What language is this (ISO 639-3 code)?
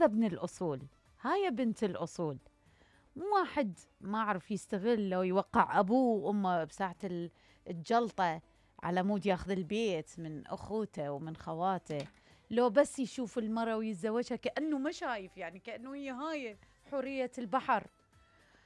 acm